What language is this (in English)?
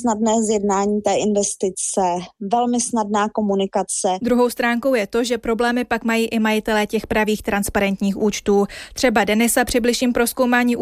Czech